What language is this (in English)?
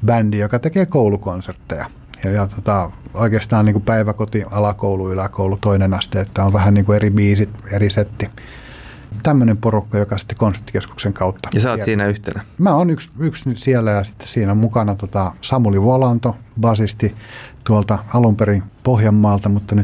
Finnish